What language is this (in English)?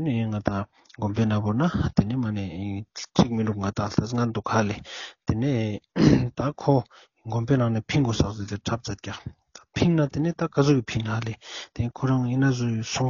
Ladakhi